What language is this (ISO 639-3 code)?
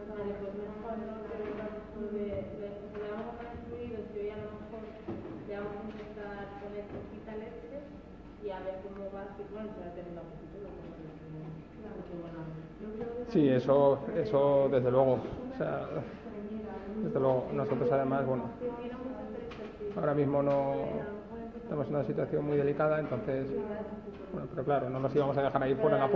spa